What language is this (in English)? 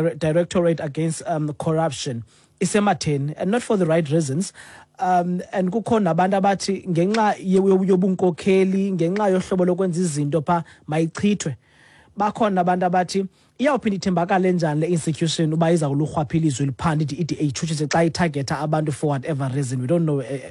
Xhosa